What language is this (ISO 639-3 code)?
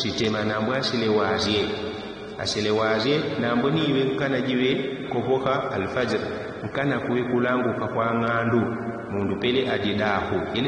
yao